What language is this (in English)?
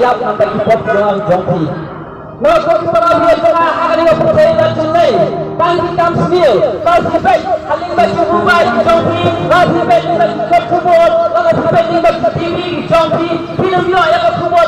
Khasi